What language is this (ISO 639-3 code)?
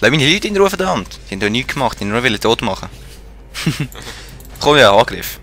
gsw